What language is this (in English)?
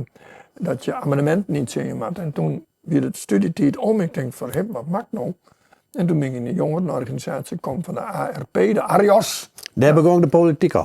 Western Frisian